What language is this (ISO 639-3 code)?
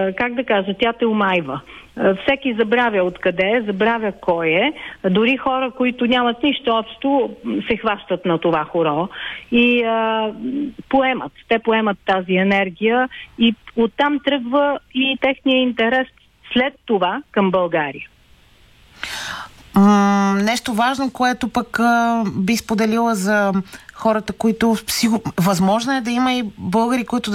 bul